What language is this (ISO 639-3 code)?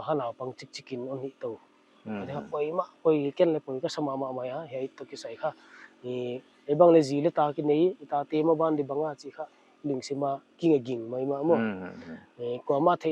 pck